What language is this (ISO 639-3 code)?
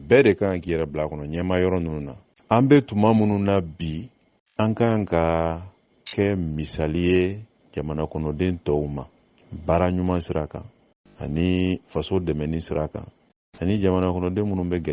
bam